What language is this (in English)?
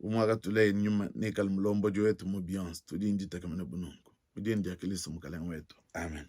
Luba-Lulua